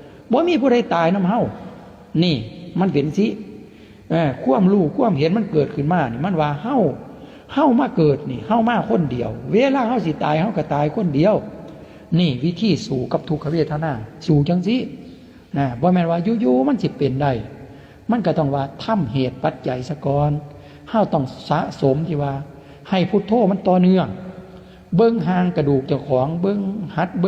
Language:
Lao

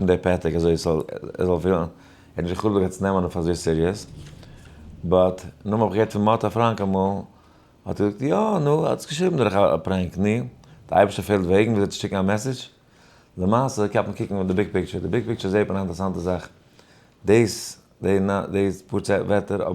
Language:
Yiddish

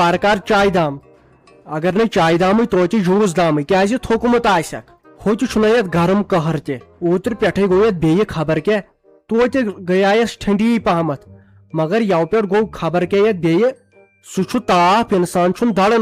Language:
Kashmiri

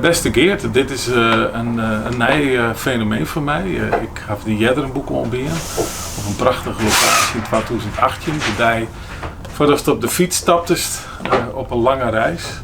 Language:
Western Frisian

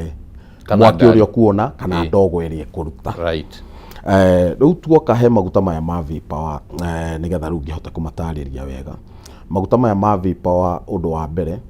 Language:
Kikuyu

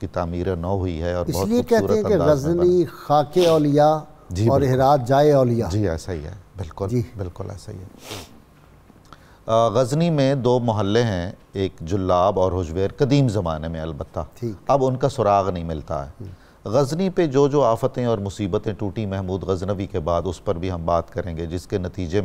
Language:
Urdu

